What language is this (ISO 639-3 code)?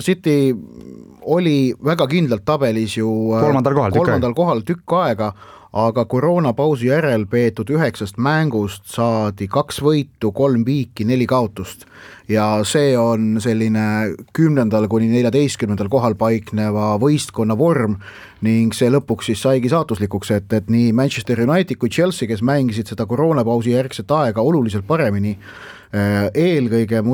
est